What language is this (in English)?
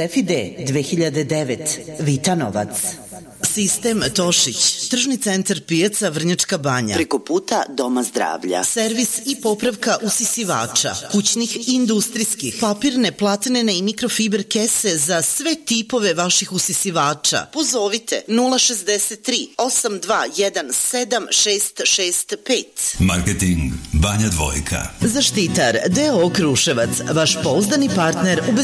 Serbian